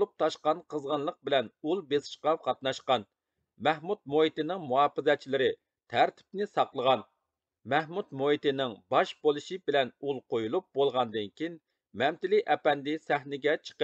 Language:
Uyghur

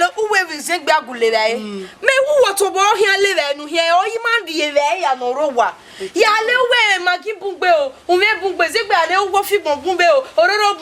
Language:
Bini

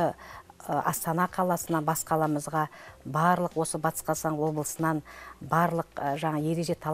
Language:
Kazakh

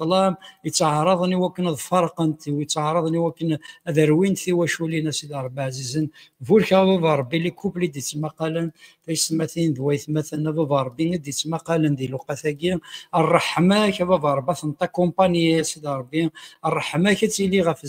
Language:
Kabyle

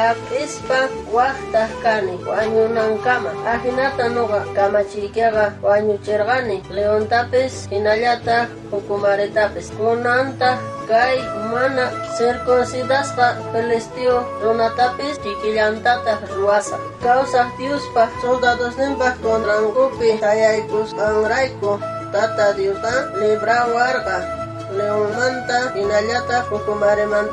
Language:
South Bolivian Quechua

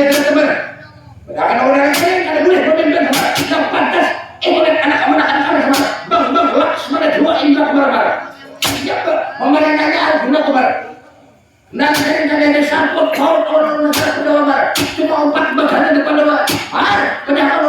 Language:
Banjar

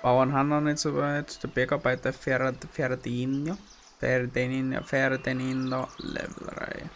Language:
Bavarian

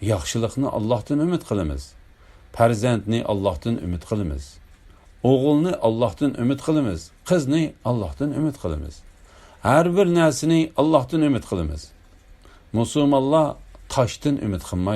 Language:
Uyghur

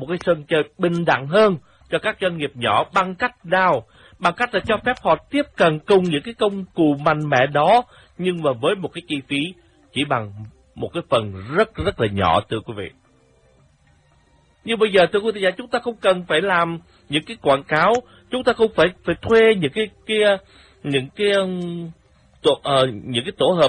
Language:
Vietnamese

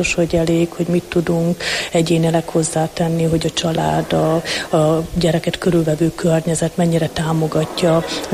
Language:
Hungarian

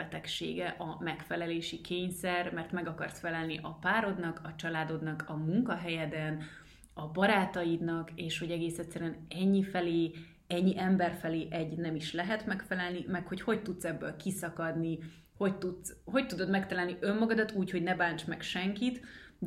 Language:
Hungarian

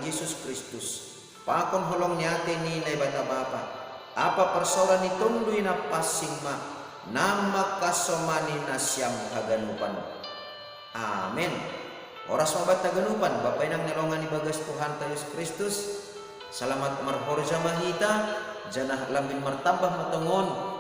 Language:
Batak Simalungun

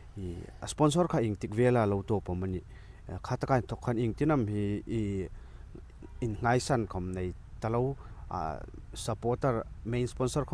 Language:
Hmar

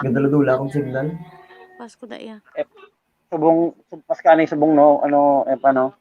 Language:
Hiligaynon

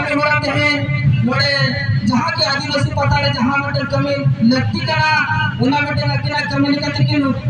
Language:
Santali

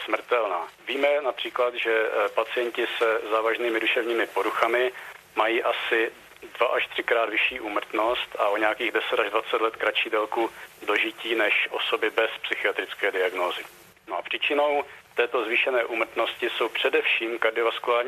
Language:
Czech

